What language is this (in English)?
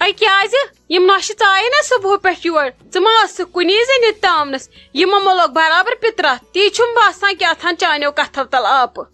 Kashmiri